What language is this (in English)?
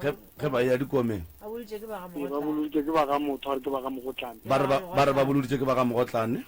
Northern Sotho